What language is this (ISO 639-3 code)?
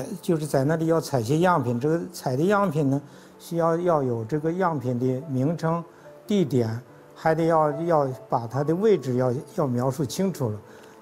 zho